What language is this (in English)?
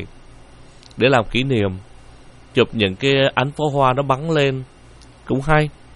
Vietnamese